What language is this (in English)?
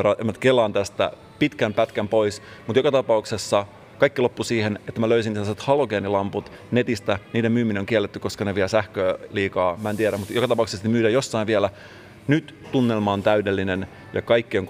Finnish